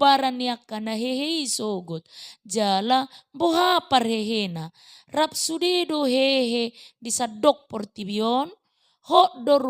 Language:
Batak Toba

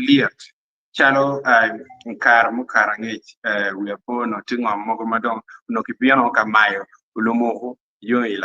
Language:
Acoli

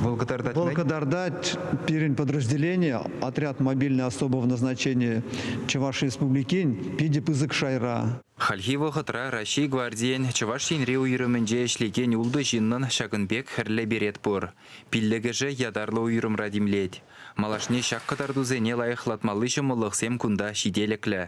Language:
Chuvash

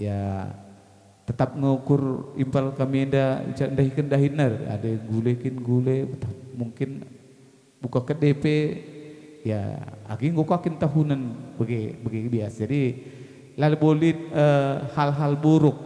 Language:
Batak Karo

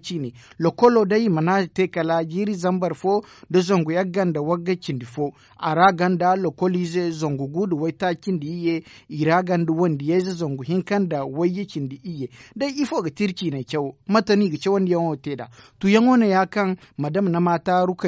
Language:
Zarma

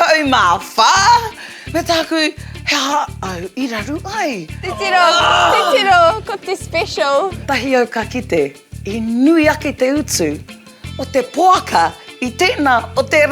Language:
Māori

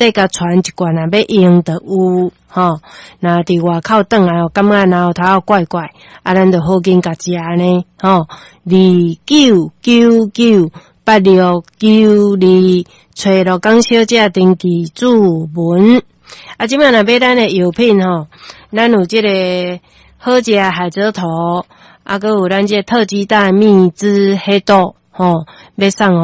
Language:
Min Nan Chinese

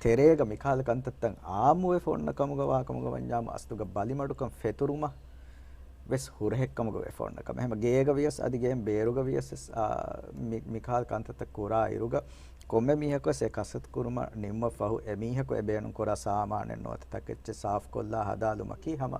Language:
Divehi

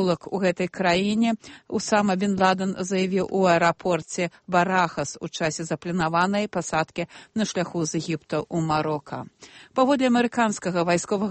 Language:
Belarusian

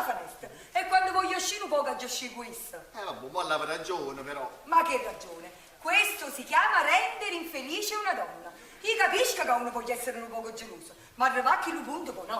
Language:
Neapolitan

